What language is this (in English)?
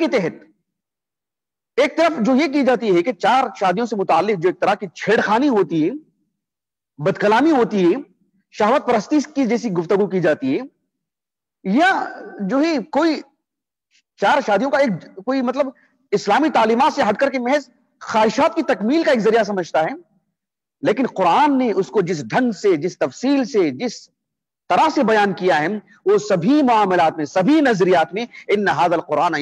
Urdu